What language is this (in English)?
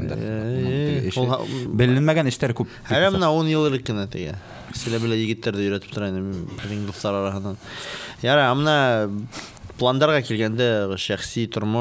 Bashkir